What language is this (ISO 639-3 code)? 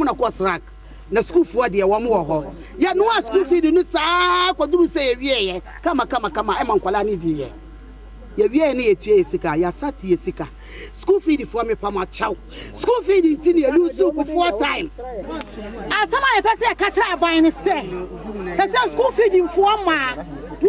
aka